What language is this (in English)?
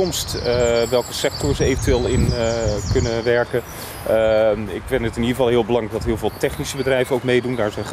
Dutch